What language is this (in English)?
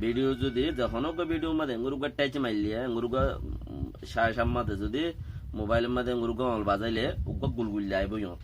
Rohingya